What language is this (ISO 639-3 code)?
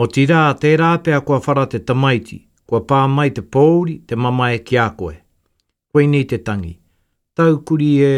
mri